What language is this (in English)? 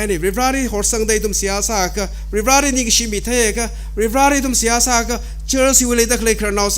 Tangkhul Naga (India)